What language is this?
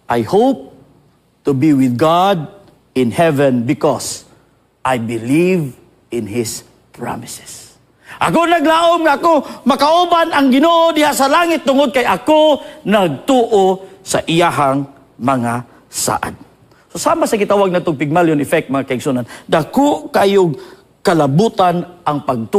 Cebuano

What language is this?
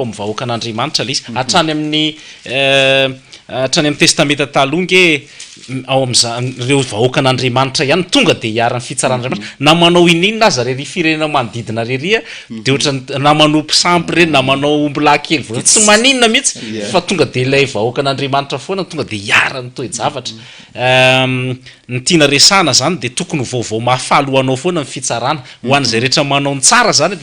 Malagasy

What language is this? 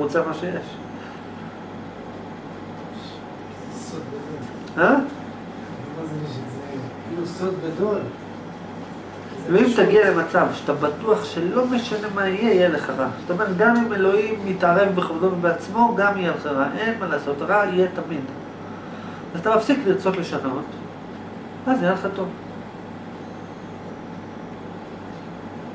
Hebrew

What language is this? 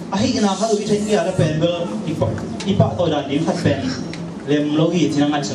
Tedim Chin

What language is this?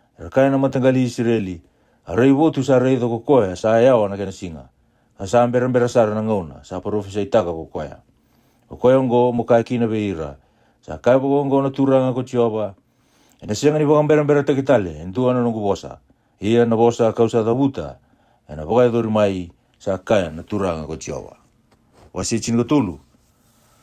Fijian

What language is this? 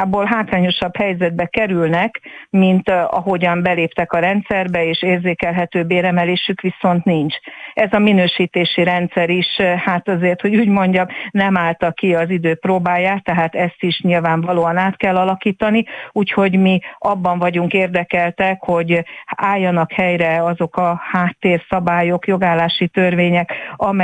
Hungarian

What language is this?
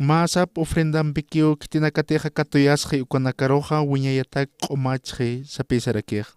Aymara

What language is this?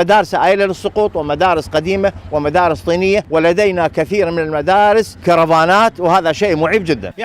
Mesopotamian Arabic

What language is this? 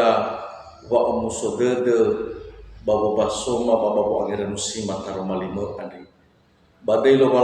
Nias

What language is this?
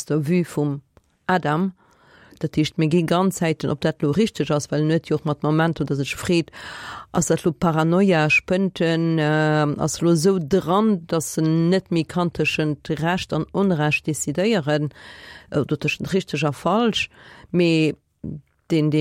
Luxembourgish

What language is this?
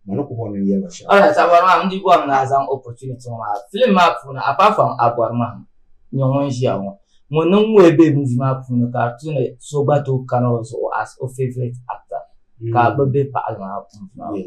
Dagbani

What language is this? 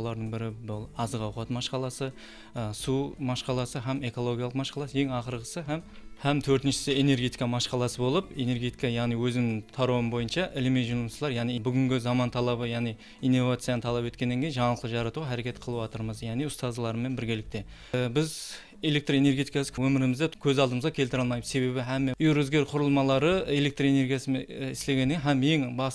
Kara-Kalpak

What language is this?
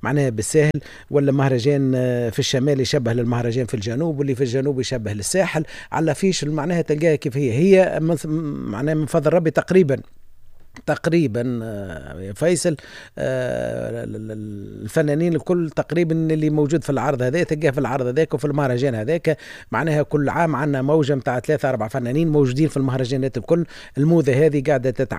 Tunisian Arabic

